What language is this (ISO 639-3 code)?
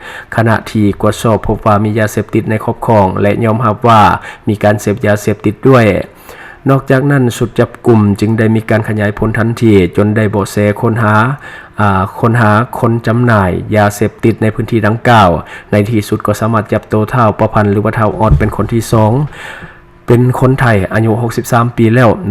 lao